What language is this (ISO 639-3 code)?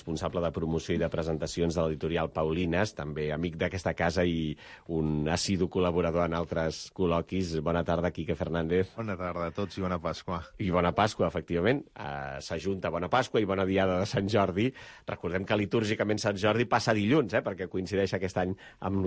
cat